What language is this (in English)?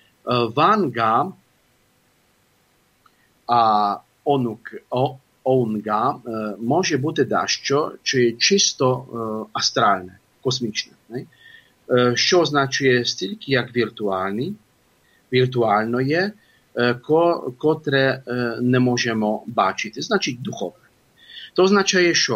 Ukrainian